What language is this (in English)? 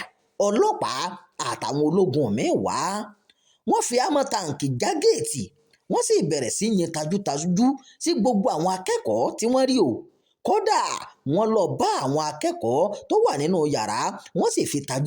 Yoruba